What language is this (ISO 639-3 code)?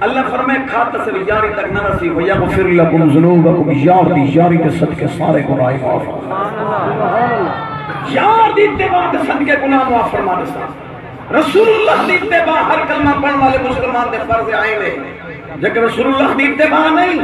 skr